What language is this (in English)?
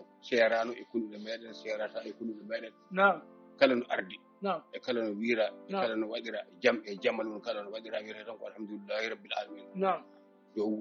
Fula